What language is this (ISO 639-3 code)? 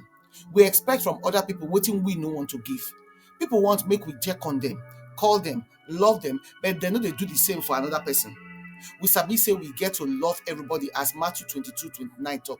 pcm